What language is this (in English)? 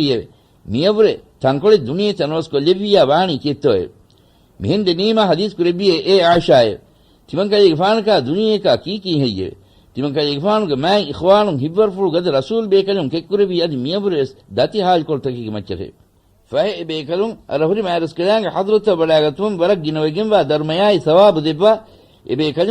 Divehi